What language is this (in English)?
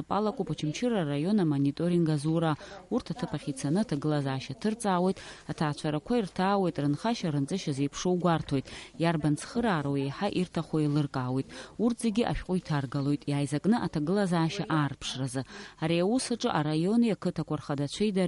Abkhazian